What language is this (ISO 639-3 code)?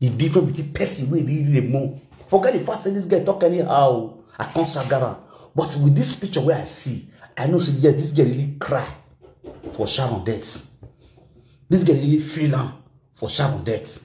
pcm